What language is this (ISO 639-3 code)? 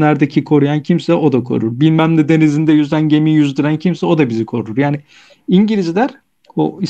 tur